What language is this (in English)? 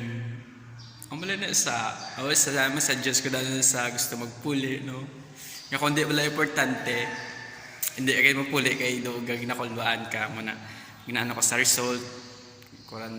Hiligaynon